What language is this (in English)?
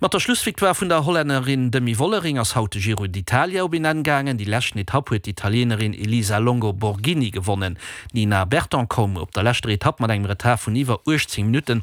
Luxembourgish